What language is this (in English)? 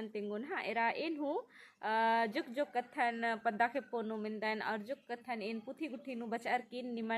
Kurukh